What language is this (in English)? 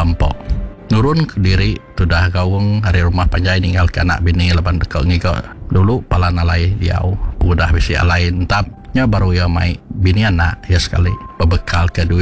Iban